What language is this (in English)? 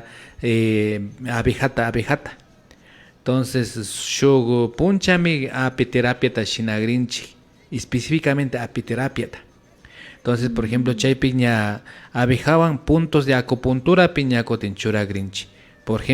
Imbabura Highland Quichua